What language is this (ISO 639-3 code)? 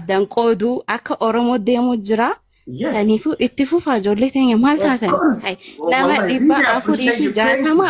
orm